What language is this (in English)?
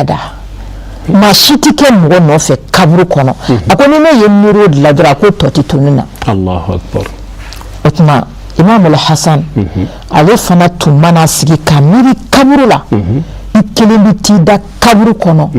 Bambara